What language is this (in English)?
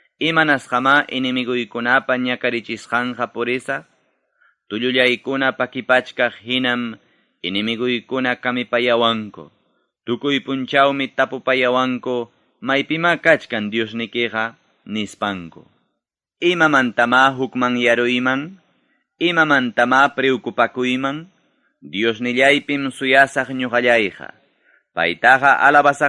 Ayacucho Quechua